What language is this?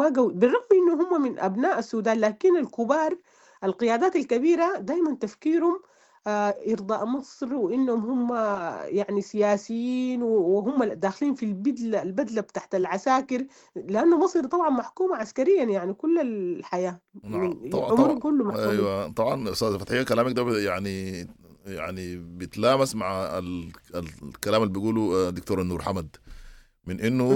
Sudanese Arabic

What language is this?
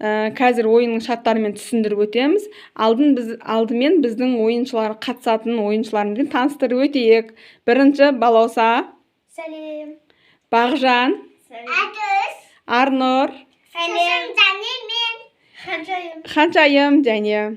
Kazakh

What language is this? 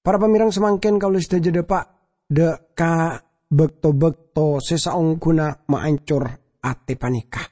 Madurese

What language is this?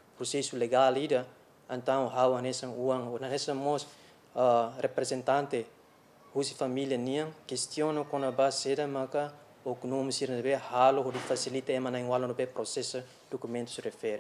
Tetum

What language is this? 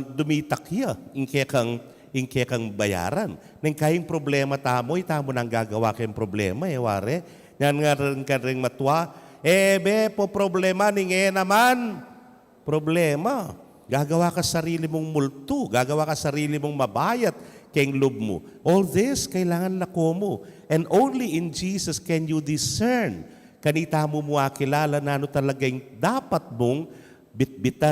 Pampanga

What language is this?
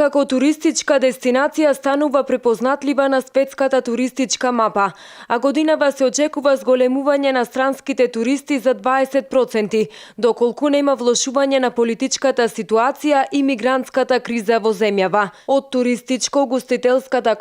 Macedonian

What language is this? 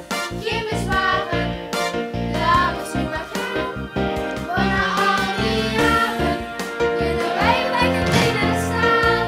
Limburgish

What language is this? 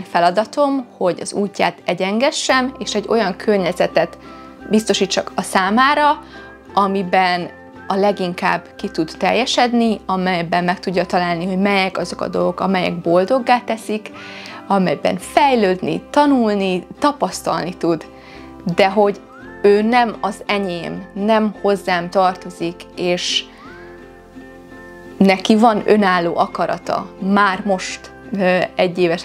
Hungarian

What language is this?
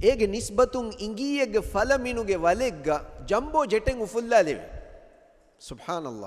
Divehi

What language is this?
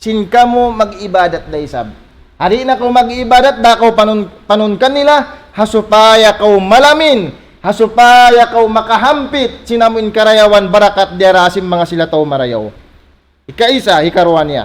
Tausug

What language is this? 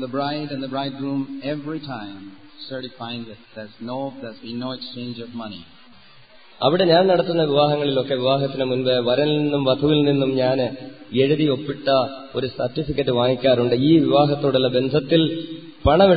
Malayalam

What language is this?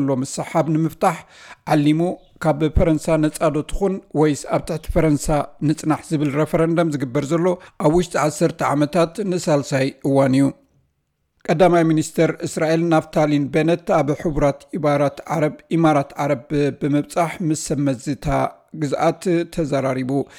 Tigrinya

